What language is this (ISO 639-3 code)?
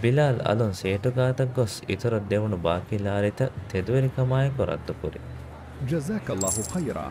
div